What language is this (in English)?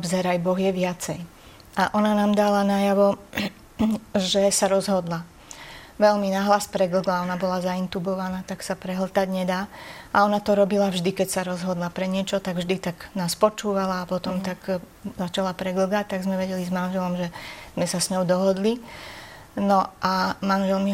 Slovak